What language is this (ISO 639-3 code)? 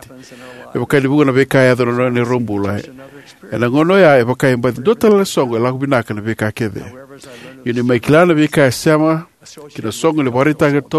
fij